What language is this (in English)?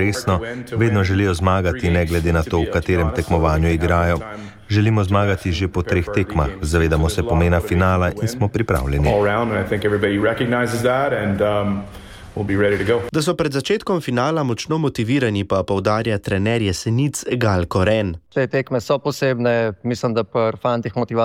Slovenian